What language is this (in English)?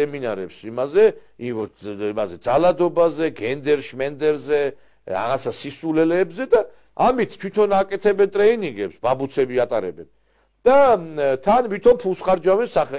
Georgian